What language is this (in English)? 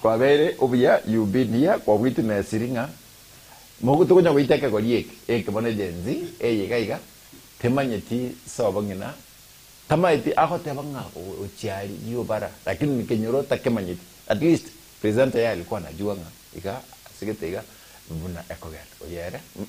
Gusii